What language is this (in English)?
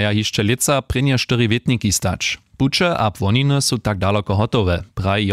Upper Sorbian